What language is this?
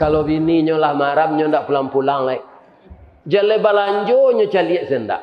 Minangkabau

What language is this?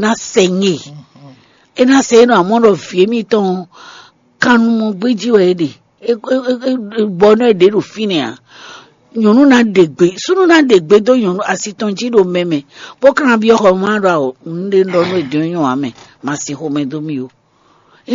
Fon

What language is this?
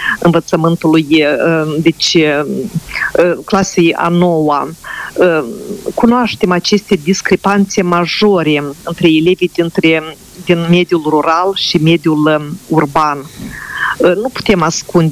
Romanian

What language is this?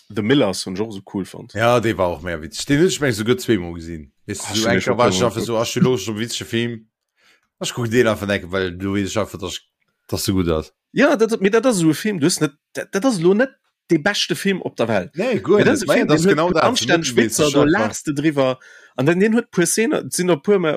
Luxembourgish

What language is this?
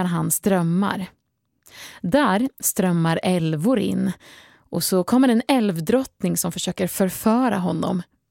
Swedish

